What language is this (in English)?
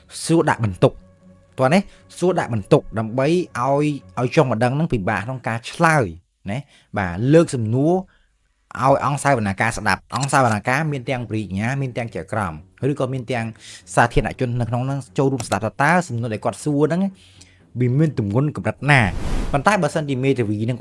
Khmer